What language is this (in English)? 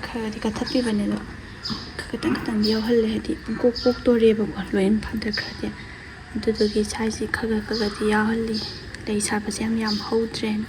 Manipuri